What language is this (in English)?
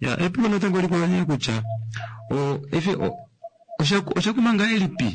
Kuanyama